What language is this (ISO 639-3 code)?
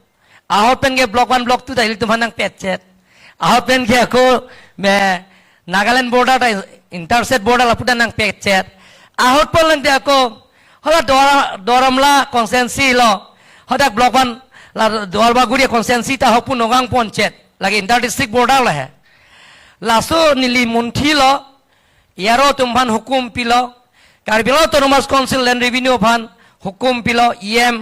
mjw